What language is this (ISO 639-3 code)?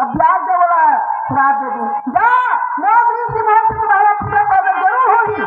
hne